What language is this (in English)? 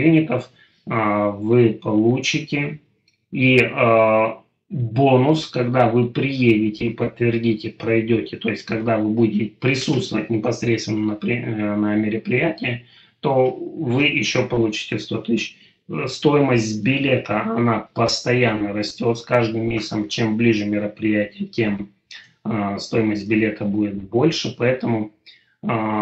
Russian